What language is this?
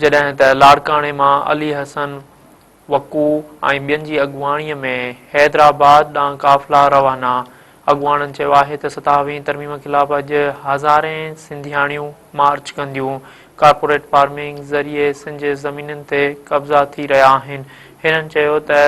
Sindhi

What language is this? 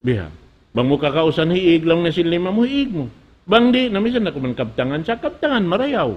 Tausug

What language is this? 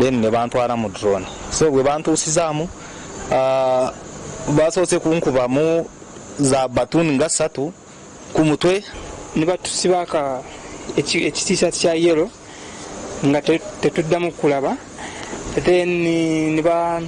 Ganda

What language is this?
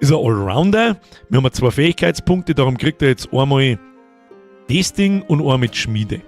Bavarian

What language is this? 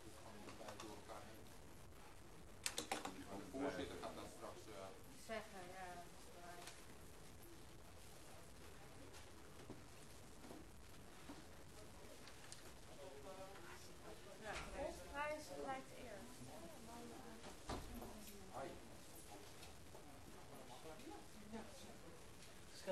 Dutch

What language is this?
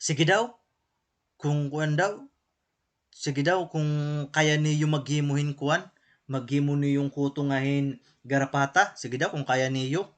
Waray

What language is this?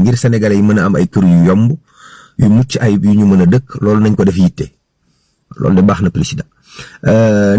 Wolof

